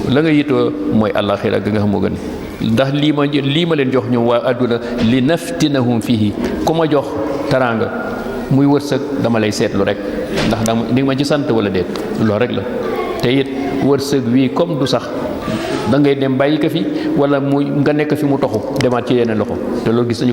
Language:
Wolof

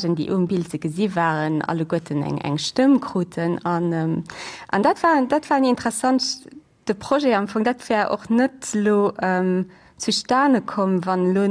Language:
Luxembourgish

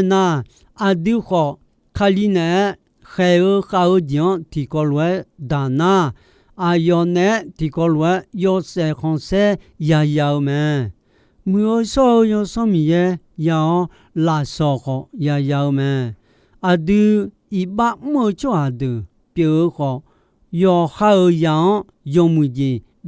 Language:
Akha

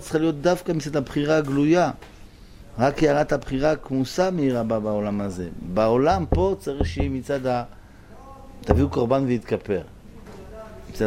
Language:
Hebrew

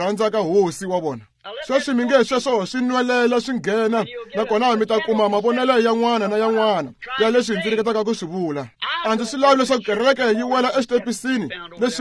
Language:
Tsonga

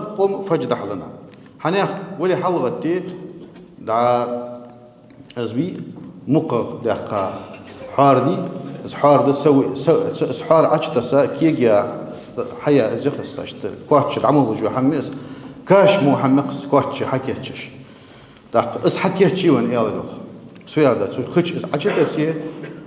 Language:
Ingush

